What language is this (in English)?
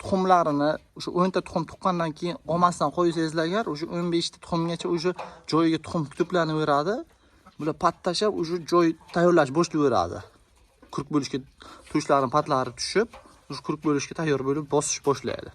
Uzbek